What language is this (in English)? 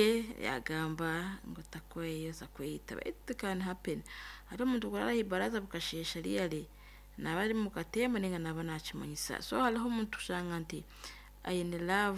Nyankole